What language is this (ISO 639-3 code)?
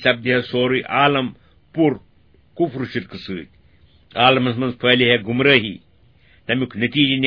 kas